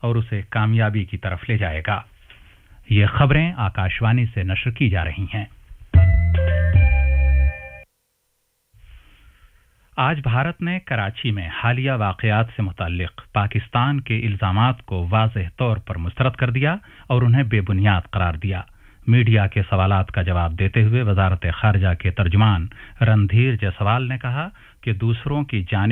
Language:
Urdu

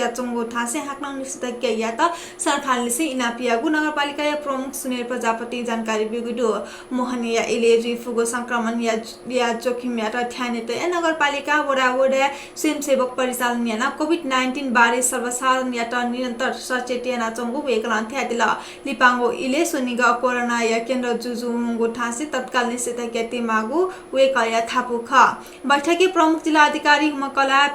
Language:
Newari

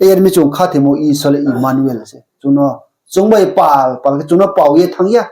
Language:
Riang (India)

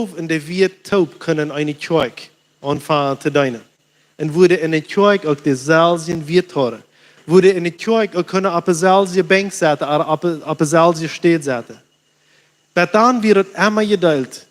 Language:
Plautdietsch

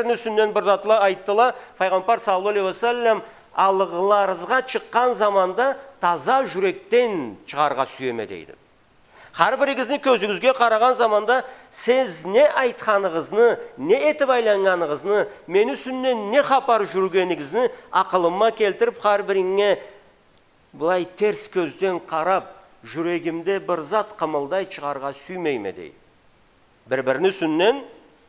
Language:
Karachay-Balkar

